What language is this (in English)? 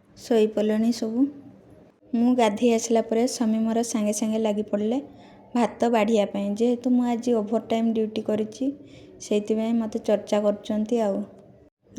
Odia